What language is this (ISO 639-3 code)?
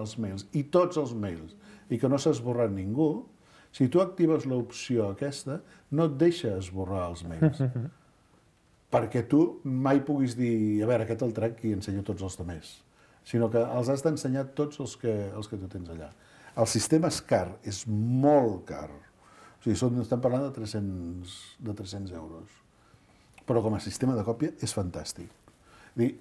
cat